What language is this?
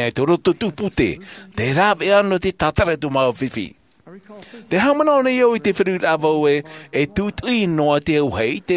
Tahitian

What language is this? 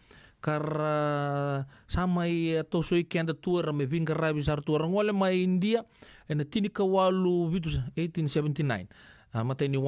Fijian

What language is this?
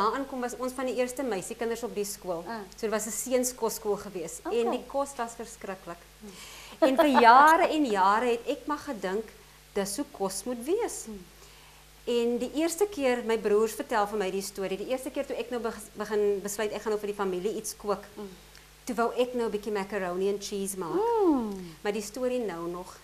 Afrikaans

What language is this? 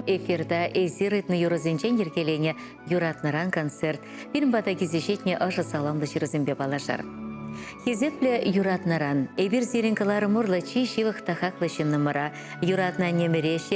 Chuvash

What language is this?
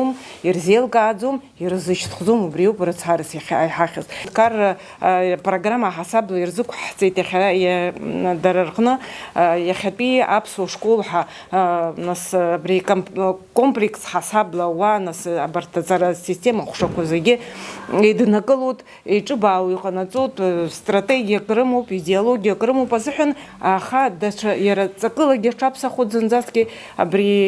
Abkhazian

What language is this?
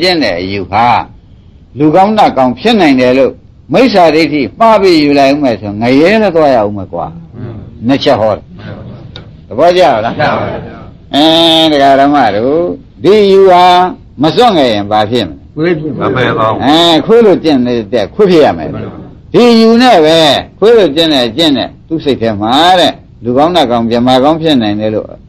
Burmese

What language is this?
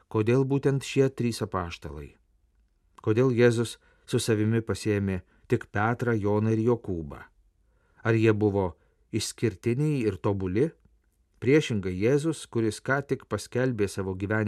Lithuanian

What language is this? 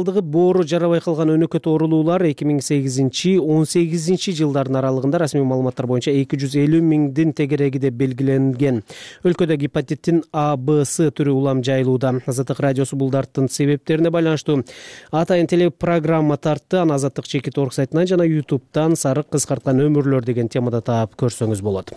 Kyrgyz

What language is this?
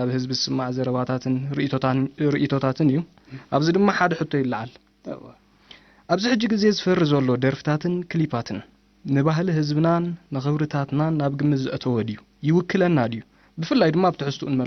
Tigrinya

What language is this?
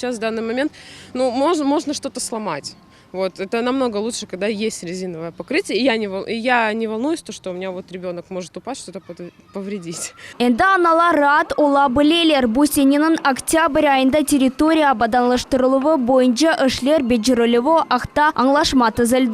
Crimean Tatar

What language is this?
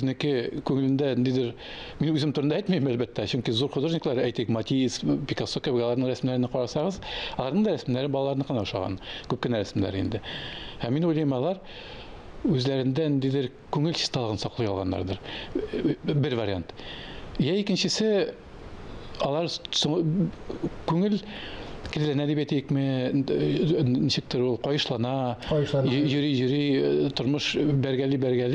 Tatar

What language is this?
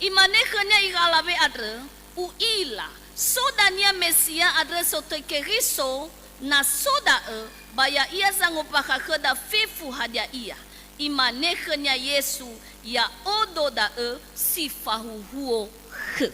Nias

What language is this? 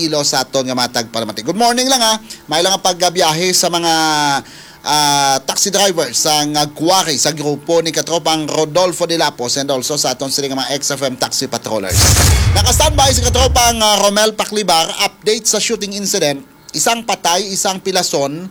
Hiligaynon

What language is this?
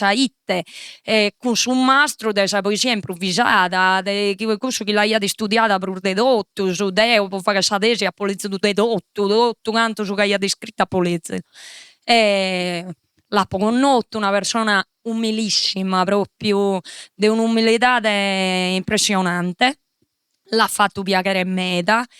Sardinian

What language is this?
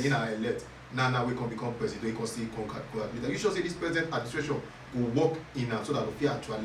Nigerian Pidgin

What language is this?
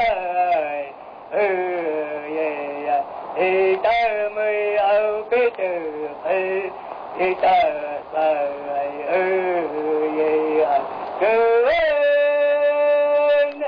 Vietnamese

